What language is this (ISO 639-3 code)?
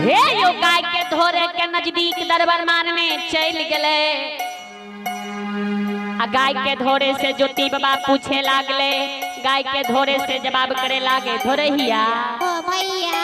mai